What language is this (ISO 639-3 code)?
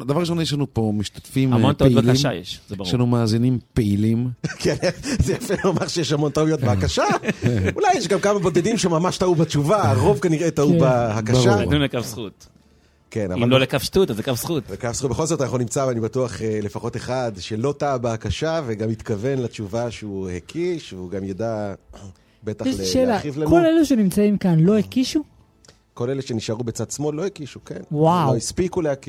heb